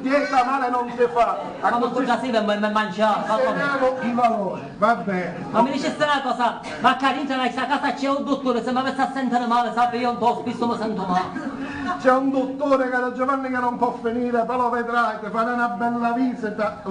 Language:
Sicilian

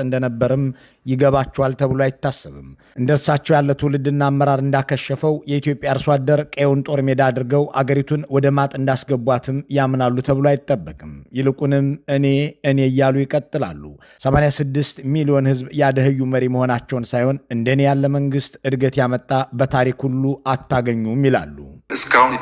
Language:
Amharic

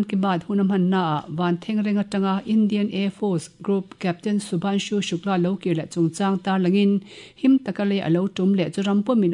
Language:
Mizo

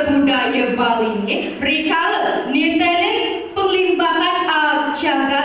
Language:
Balinese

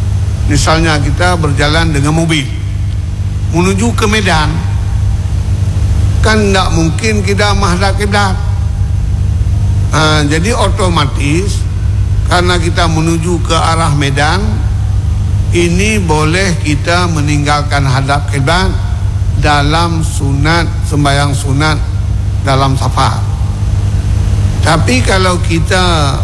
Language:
Malay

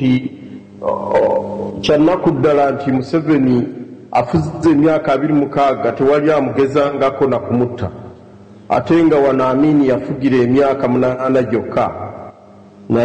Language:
Ganda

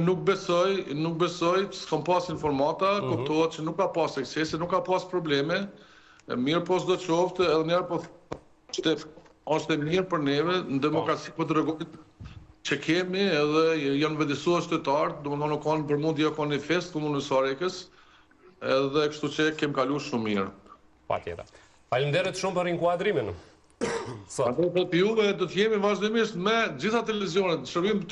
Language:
Albanian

